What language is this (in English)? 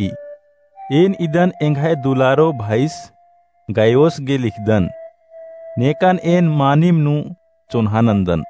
Kurukh